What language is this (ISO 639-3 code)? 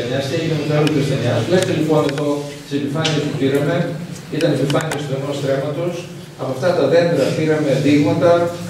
ell